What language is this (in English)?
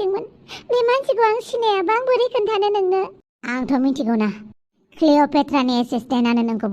Bodo